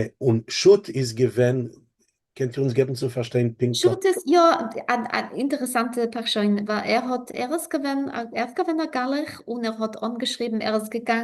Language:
Yiddish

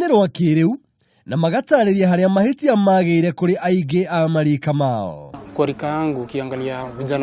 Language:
Kikuyu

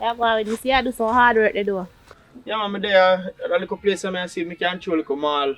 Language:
Jamaican Creole English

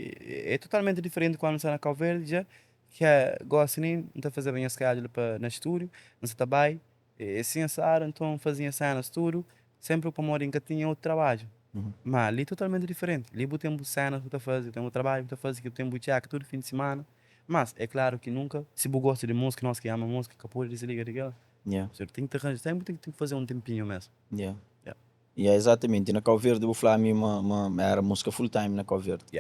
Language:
Kabuverdianu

